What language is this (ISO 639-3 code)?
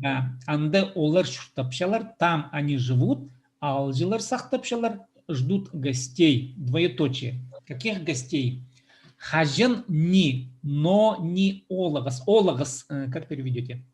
kjh